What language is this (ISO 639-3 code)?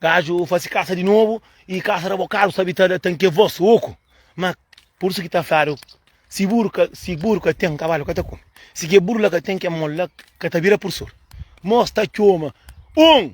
kea